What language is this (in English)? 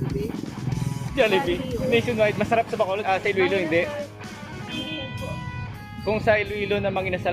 Hiligaynon